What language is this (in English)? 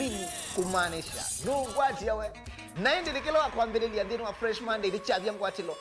Kamba